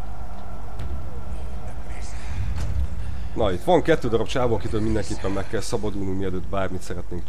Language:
Hungarian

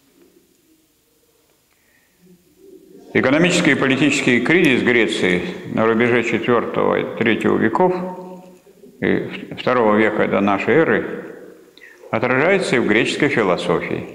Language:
Russian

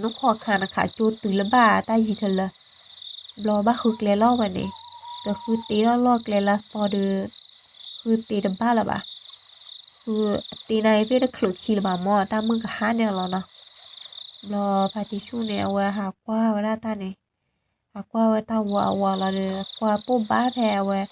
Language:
S'gaw Karen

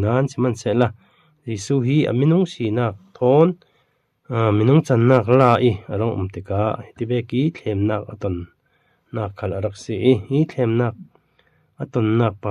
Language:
Falam Chin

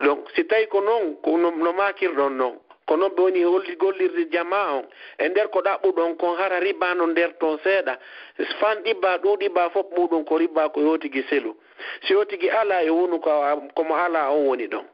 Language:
Fula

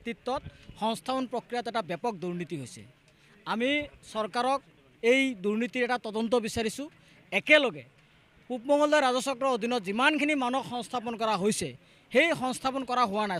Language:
Assamese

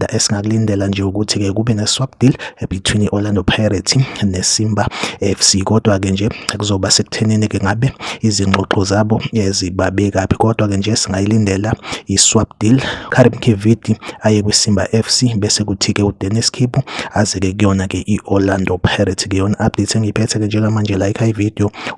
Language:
Zulu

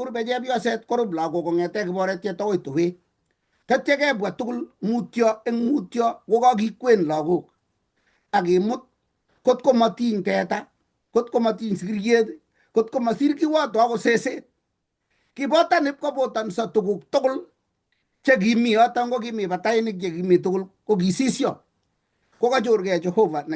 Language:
Kalenjin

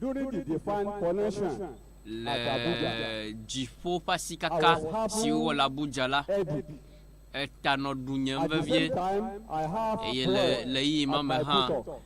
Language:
Ewe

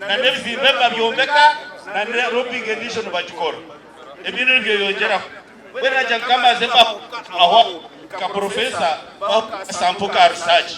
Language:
Nyankole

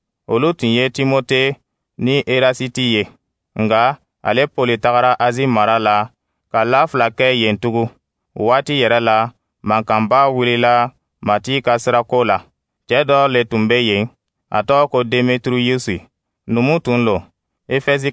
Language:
Dyula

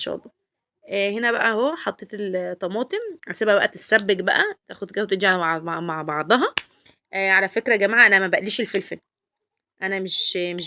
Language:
Egyptian Arabic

